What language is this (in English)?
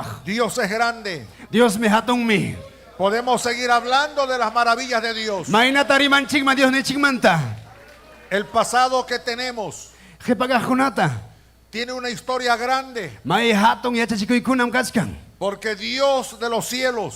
Ayacucho Quechua